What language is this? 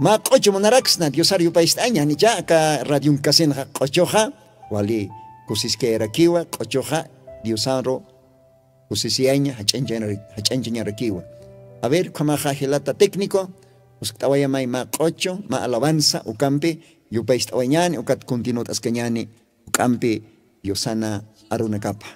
Aymara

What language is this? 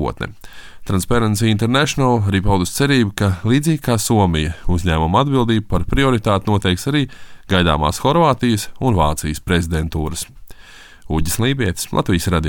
Latvian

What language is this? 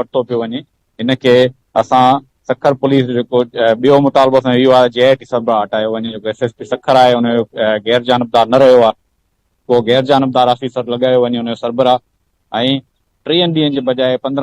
Sindhi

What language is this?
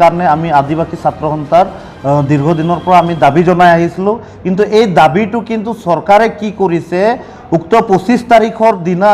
Assamese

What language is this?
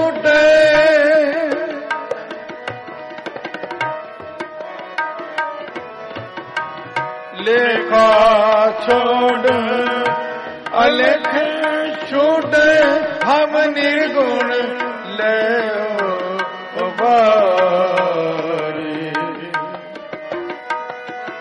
Punjabi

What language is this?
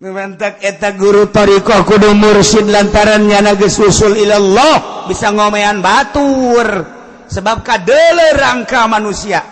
Sundanese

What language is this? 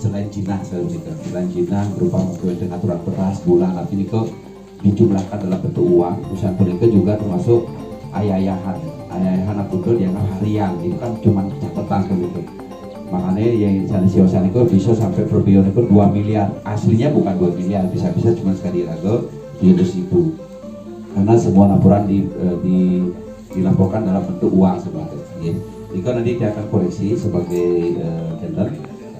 Balinese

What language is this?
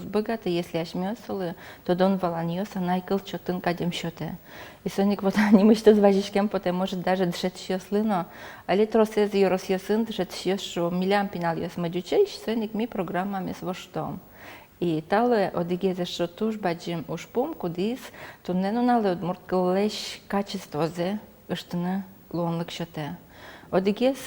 Udmurt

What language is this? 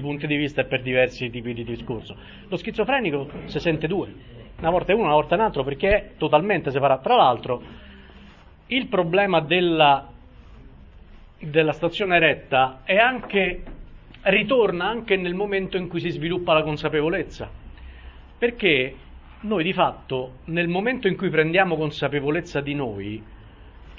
Italian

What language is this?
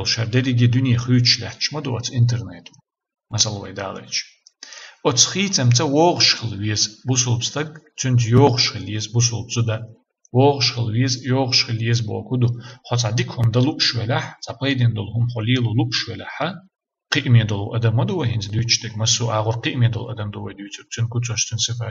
Chechen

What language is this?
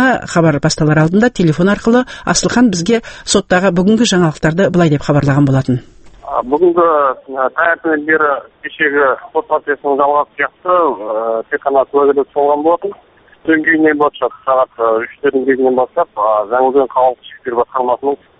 Kazakh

